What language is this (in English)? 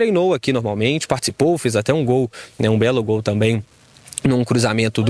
Portuguese